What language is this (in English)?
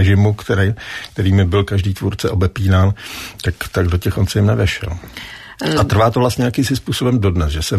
Czech